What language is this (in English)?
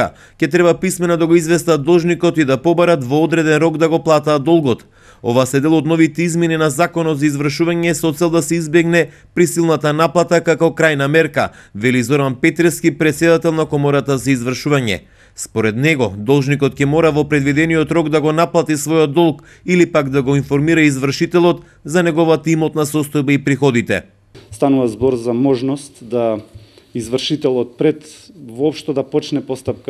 Macedonian